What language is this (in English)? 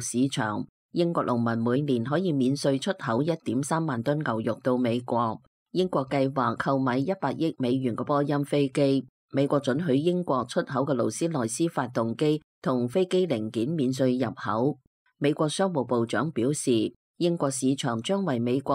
Cantonese